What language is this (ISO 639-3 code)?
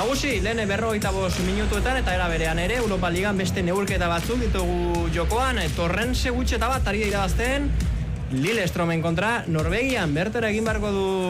eus